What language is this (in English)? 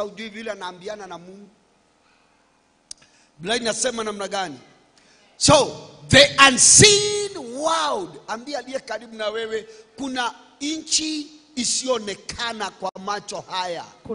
Swahili